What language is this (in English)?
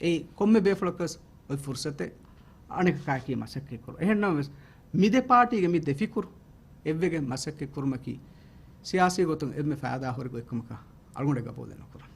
Divehi